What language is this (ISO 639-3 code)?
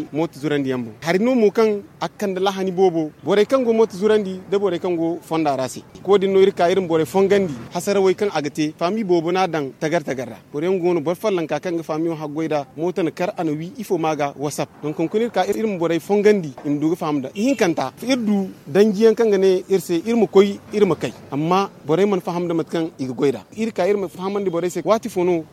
dje